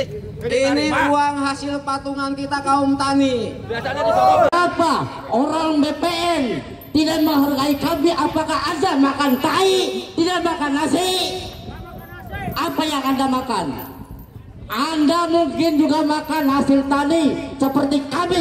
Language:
Indonesian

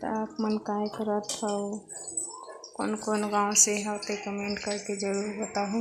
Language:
Chhattisgarhi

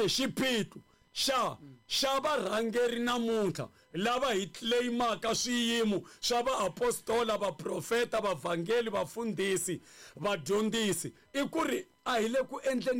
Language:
Tsonga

